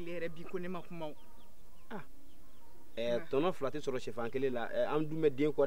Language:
Bambara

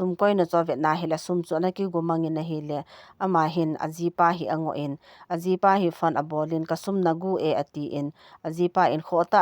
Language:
Thado Chin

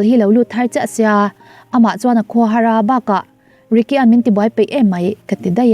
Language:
Mizo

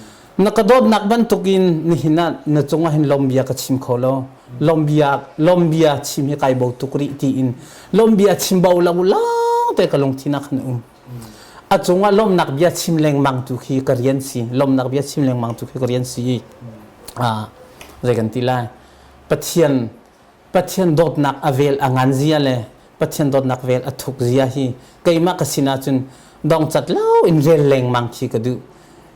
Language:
Hakha Chin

